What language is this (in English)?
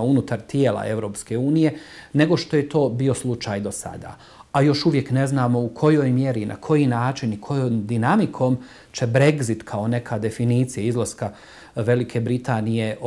Bosnian